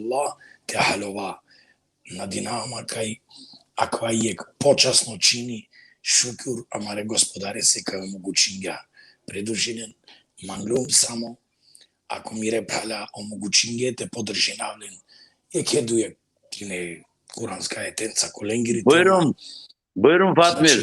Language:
Balkan Romani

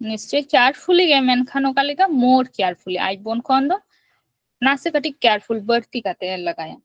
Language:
Santali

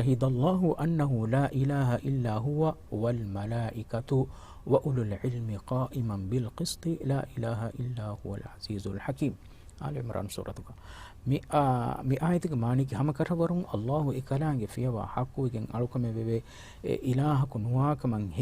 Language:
Divehi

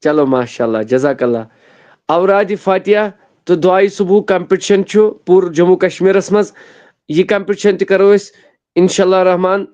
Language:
Kashmiri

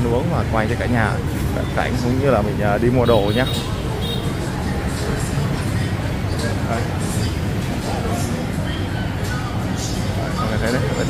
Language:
Vietnamese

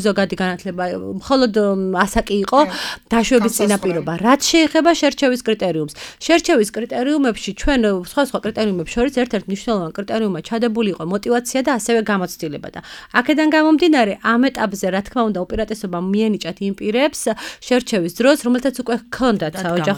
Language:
Georgian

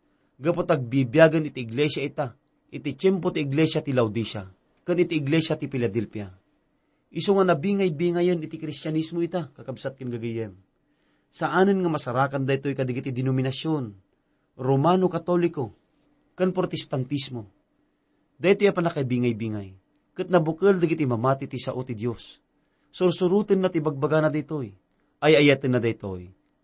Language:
Iloko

